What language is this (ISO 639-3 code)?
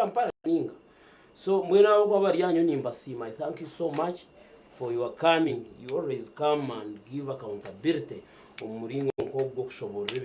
nyn